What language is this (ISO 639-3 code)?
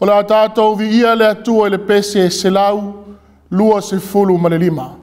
smo